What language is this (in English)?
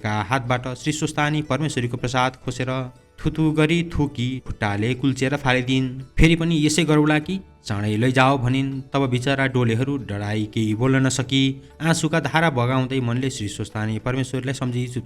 Nepali